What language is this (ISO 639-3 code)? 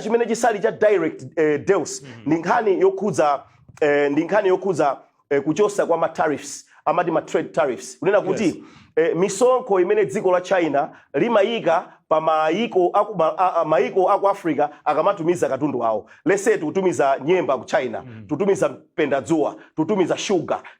nya